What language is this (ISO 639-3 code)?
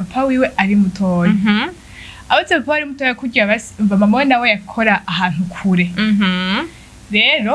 run